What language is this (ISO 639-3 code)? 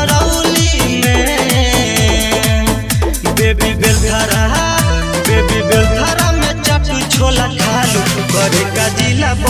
bho